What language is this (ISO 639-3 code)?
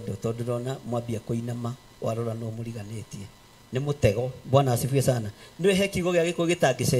kik